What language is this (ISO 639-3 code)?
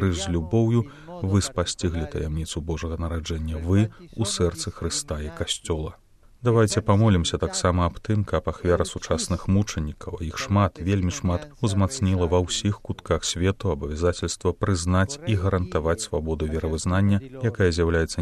bel